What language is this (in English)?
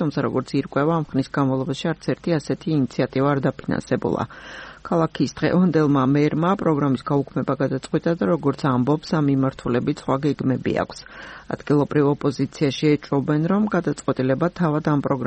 Georgian